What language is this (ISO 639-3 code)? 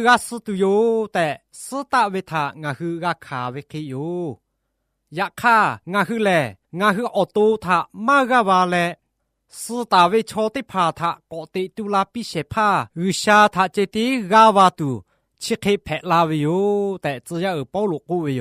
lhu